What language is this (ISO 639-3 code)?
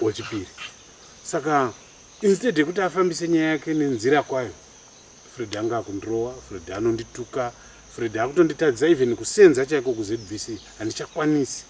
sna